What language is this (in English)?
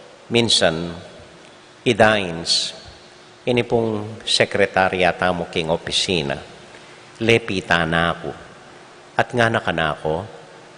Pampanga